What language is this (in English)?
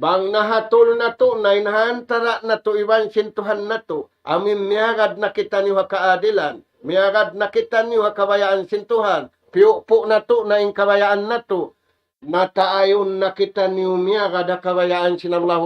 Tausug